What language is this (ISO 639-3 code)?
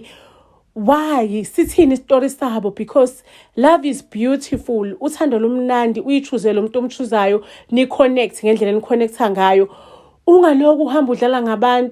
zul